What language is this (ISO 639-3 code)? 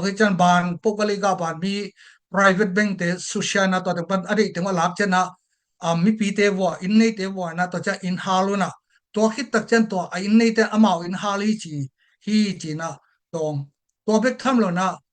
ctd